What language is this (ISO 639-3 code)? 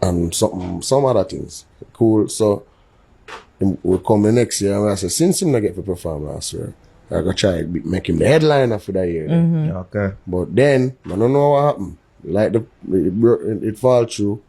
jam